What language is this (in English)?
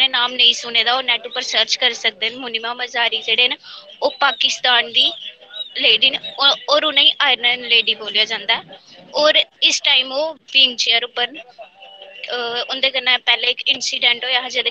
Dogri